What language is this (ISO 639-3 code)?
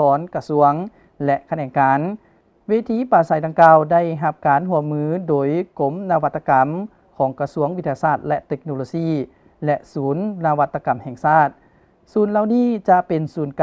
lao